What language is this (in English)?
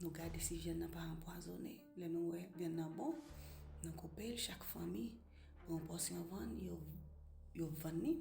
Haitian Creole